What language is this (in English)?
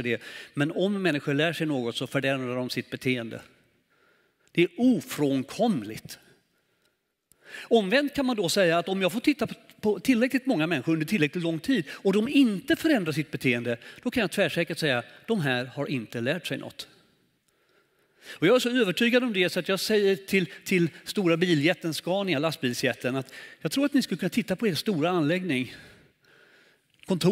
Swedish